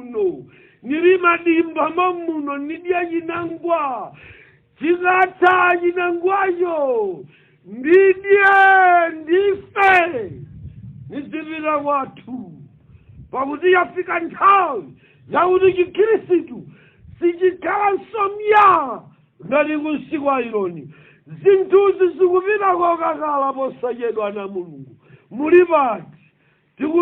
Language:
Nyanja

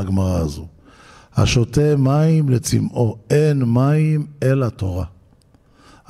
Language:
Hebrew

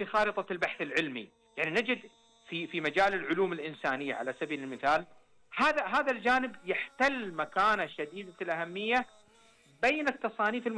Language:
Arabic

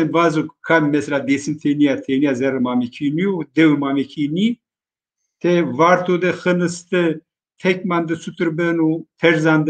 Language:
Zaza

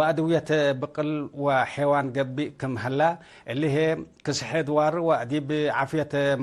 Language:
Tigre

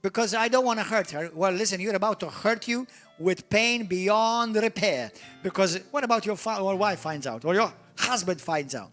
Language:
English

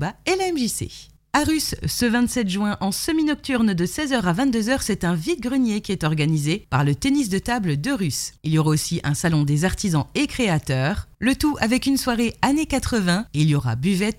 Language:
French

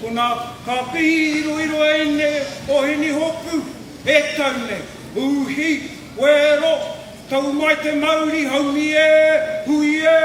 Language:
Māori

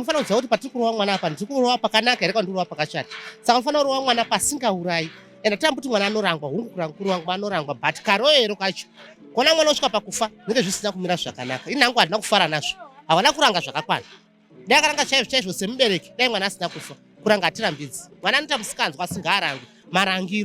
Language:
Shona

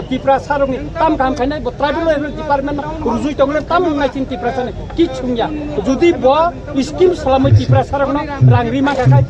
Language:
Kok Borok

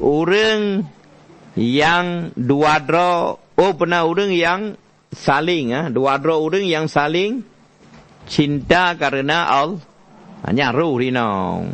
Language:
Achinese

